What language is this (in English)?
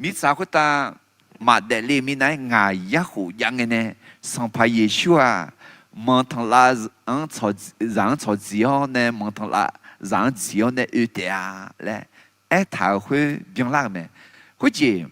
Akha